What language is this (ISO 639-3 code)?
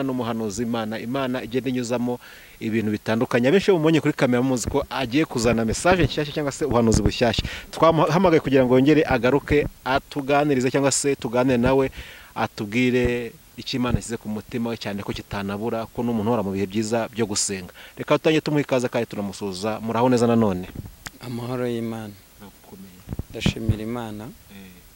kin